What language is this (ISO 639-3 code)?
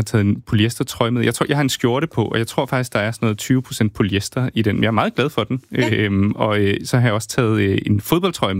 dan